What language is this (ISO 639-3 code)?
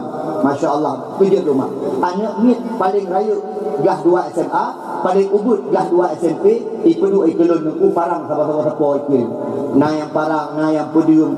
ace